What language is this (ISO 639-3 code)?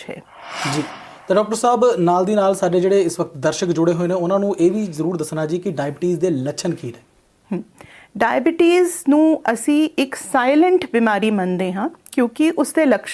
pan